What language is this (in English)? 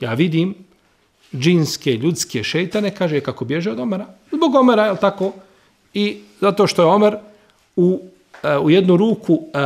Bosnian